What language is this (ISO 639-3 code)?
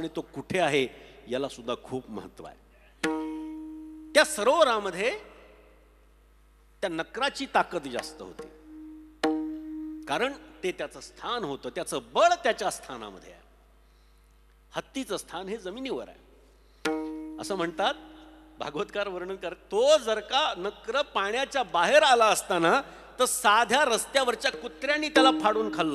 mar